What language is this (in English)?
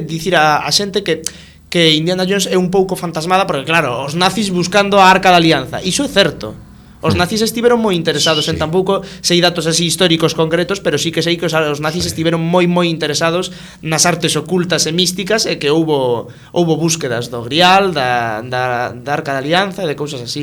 Galician